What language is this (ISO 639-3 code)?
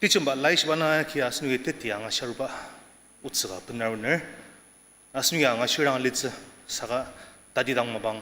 njo